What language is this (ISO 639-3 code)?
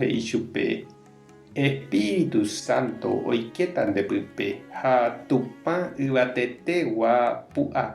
grn